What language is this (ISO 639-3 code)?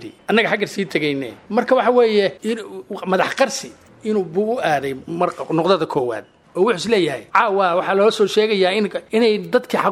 som